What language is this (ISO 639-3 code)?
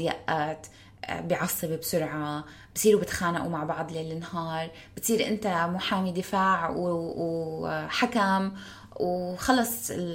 apc